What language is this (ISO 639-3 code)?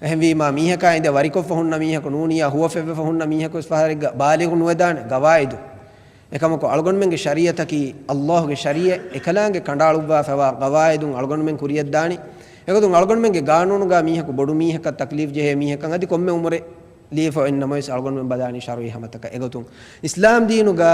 div